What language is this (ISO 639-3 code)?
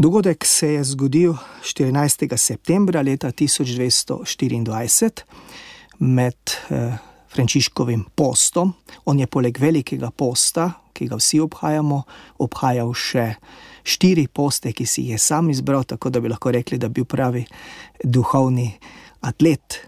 slv